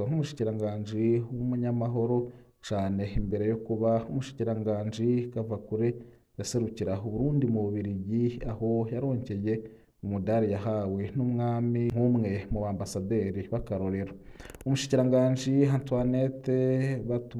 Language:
Rundi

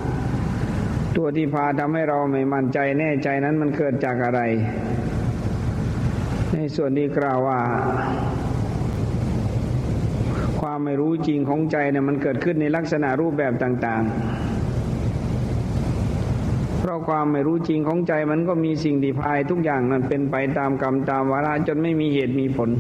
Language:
Thai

